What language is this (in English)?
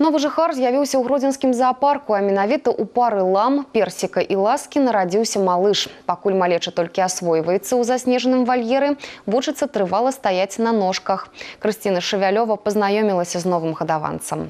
Belarusian